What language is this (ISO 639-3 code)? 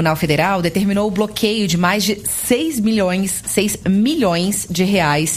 por